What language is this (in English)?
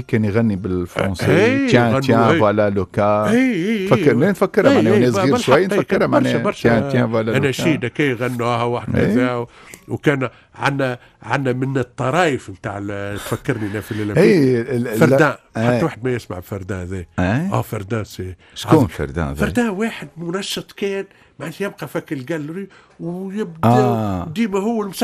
Tunisian Arabic